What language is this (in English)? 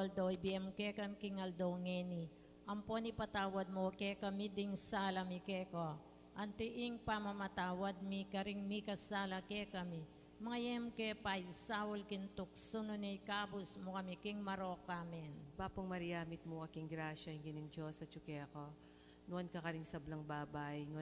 Pampanga